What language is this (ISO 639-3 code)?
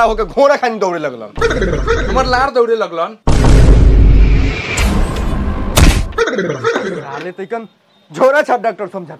bho